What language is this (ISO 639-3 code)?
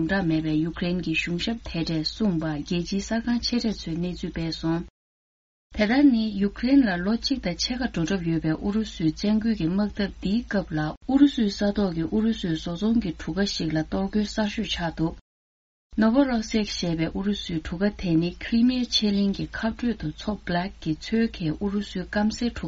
bod